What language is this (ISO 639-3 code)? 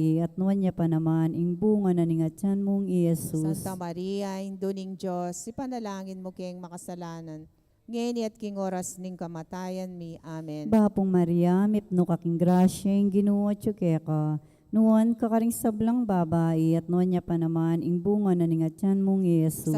pam